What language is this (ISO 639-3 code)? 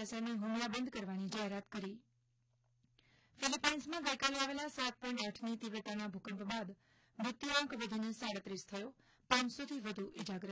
guj